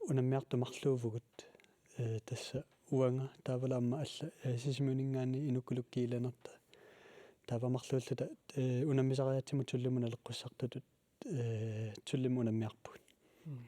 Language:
Kalaallisut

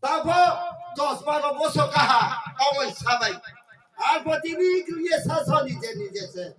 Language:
Riang (India)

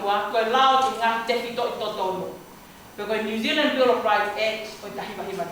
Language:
Tongan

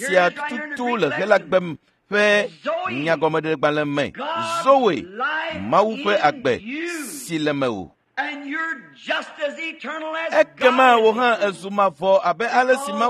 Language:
Ewe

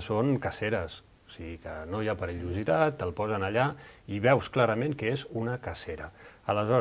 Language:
Catalan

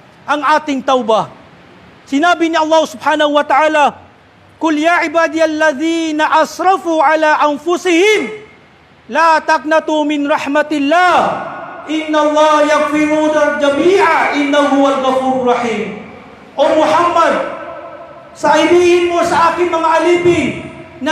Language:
Maranao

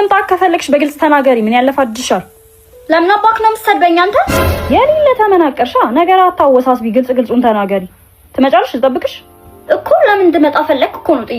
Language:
Amharic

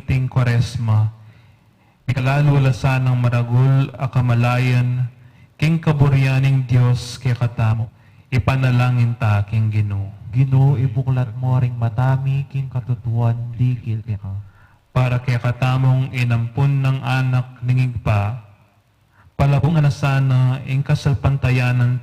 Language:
Pampanga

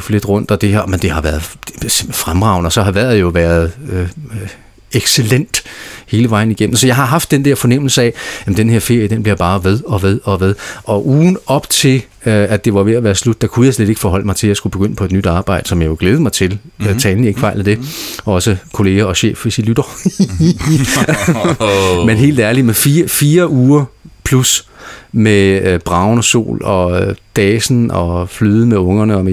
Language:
Danish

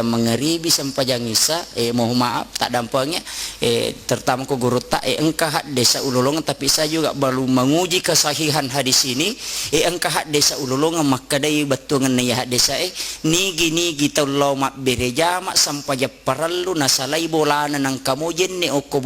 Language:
Buginese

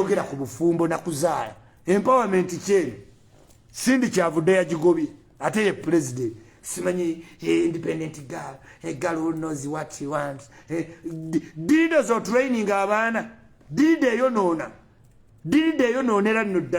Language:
Ganda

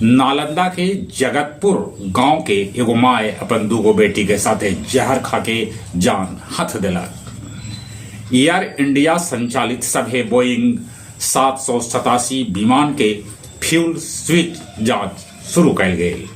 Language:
Magahi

